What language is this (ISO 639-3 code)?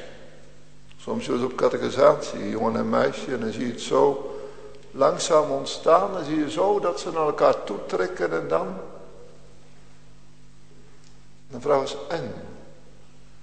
nld